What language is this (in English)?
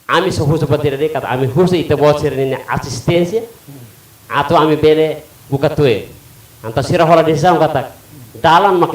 Tetum